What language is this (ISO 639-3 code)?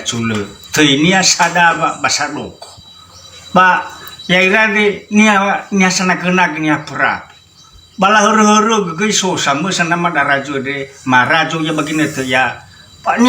nia